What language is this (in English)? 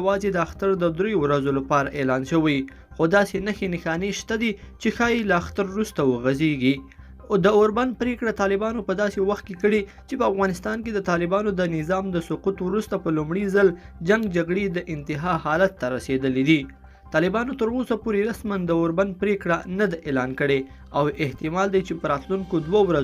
Pashto